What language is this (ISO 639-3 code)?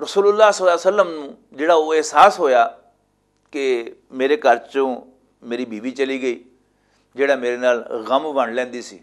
lah